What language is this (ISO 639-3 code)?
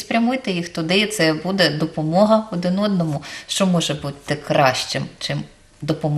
ukr